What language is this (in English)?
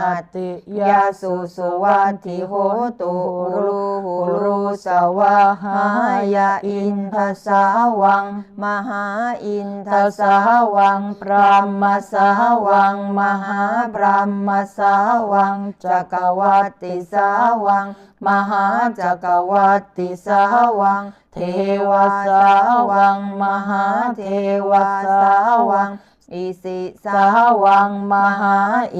Pali